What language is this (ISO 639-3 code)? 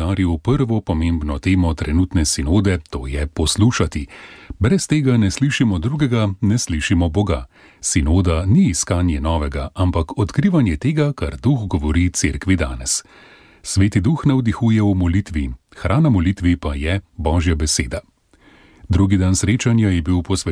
slv